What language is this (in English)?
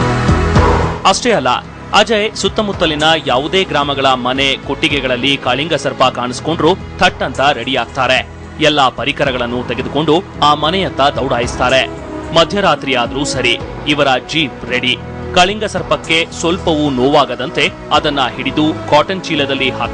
Kannada